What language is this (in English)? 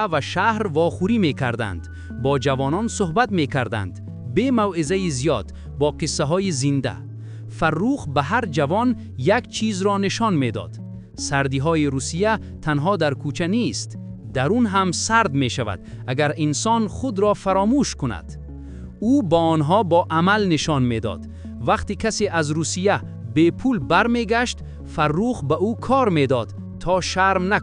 Tajik